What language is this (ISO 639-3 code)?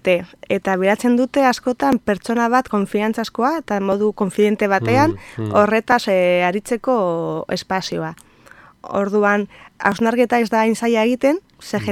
eus